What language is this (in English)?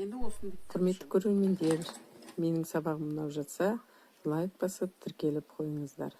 Kazakh